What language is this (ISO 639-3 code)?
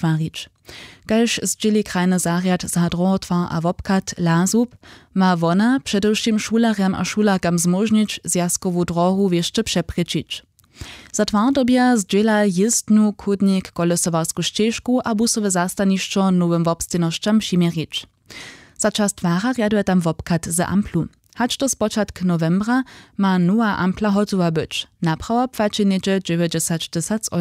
hsb